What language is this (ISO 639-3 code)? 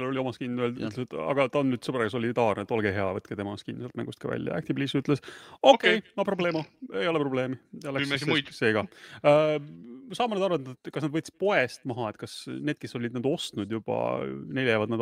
est